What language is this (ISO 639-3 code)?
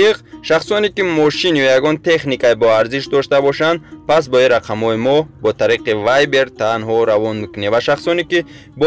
tgk